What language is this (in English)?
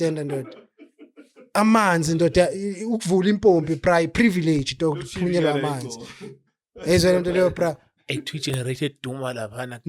Zulu